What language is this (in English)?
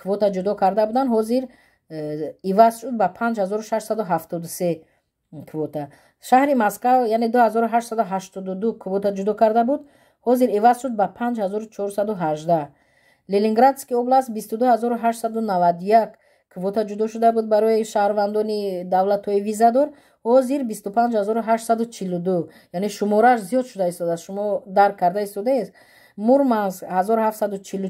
Tajik